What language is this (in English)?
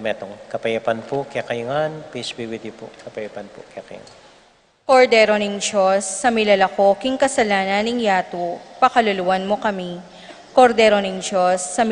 Pampanga